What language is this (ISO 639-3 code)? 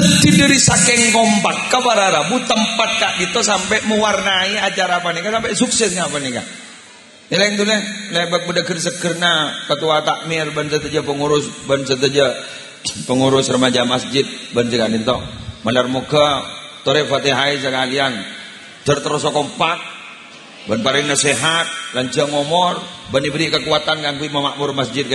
mad